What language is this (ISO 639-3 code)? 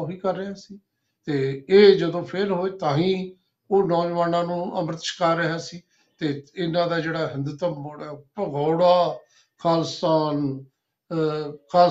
pan